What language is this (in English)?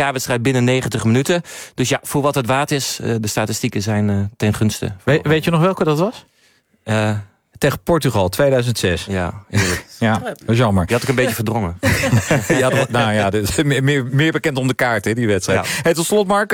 Dutch